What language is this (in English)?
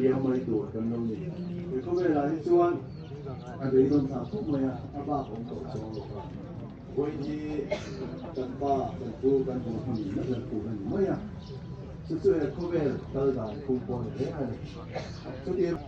Mizo